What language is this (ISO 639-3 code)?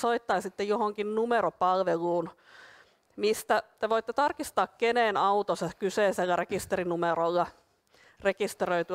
fin